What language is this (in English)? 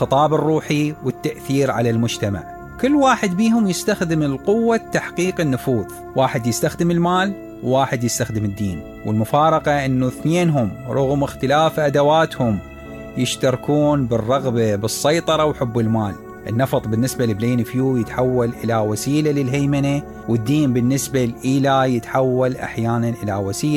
Mesopotamian Arabic